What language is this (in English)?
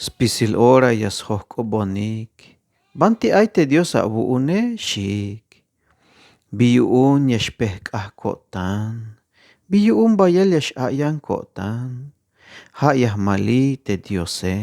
Tzeltal